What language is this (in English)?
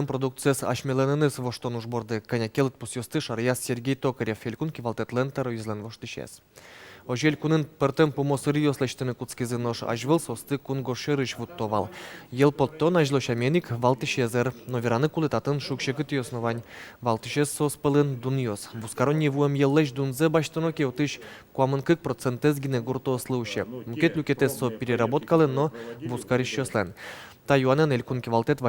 Udmurt